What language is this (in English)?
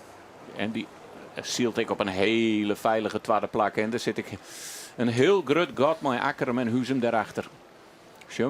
Western Frisian